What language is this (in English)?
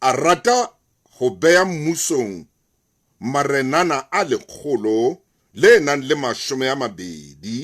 Southern Sotho